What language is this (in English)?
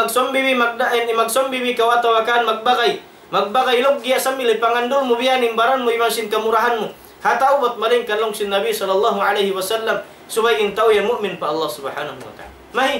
Tausug